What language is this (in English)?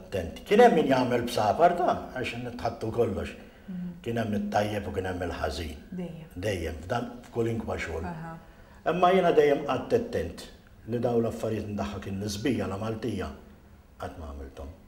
Maltese